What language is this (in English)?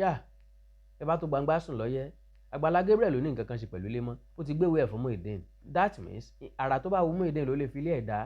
Yoruba